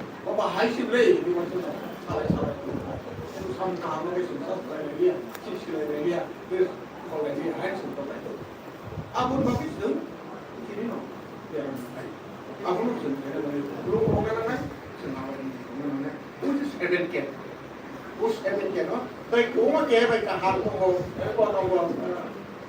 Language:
Kok Borok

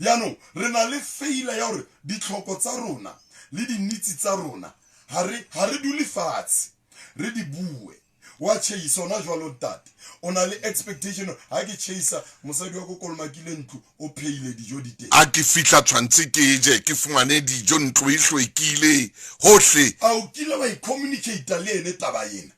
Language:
Southern Sotho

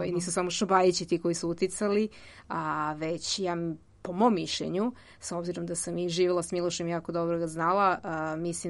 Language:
Serbian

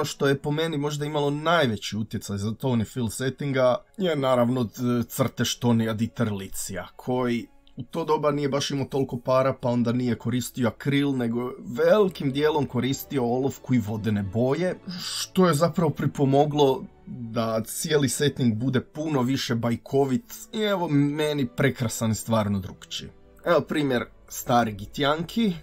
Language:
Croatian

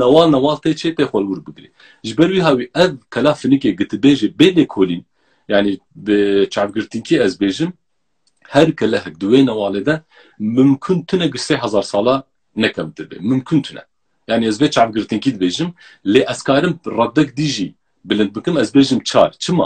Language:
Kurdish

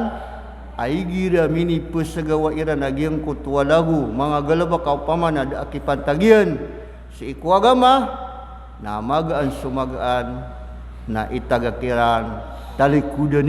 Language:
Maranao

